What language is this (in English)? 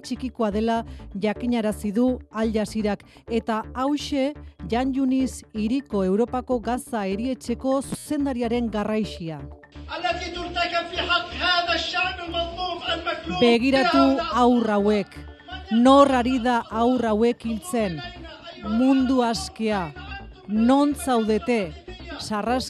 Basque